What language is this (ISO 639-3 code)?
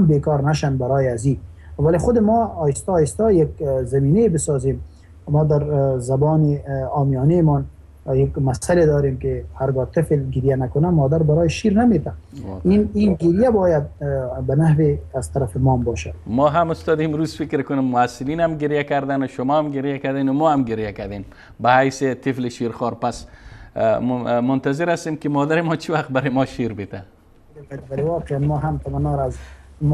fas